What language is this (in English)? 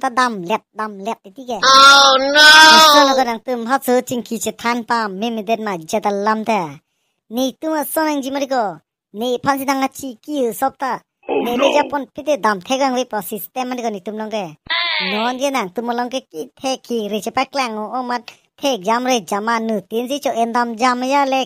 Karbi